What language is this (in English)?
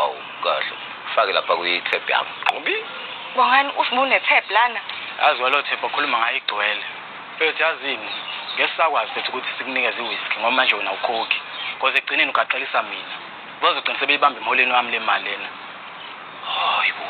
Zulu